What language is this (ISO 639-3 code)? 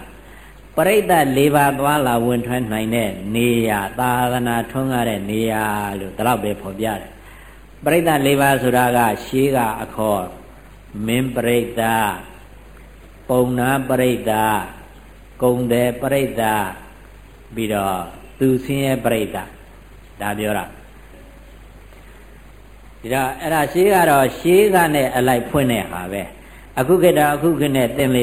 mya